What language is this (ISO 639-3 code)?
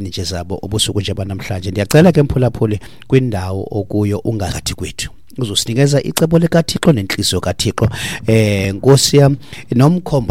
xho